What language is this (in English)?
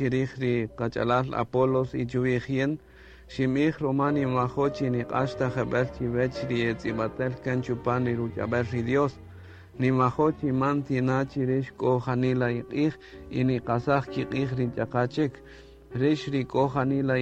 Kaqchikel